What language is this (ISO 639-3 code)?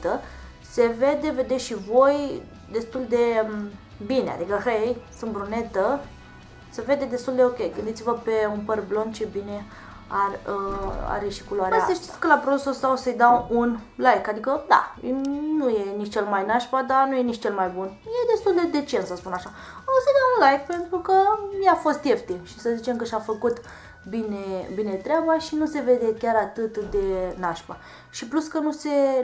ron